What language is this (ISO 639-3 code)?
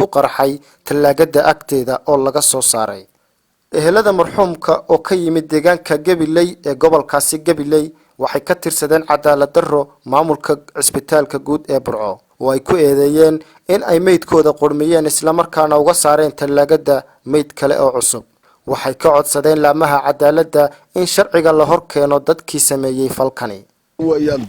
som